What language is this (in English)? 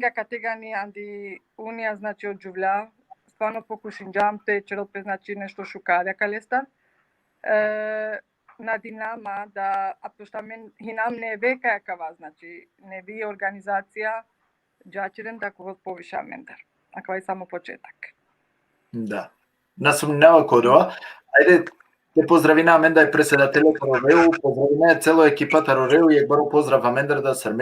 Balkan Romani